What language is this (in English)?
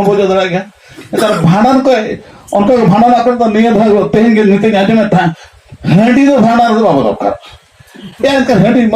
Santali